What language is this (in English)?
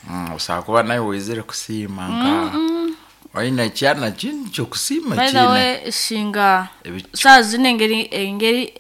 Nyoro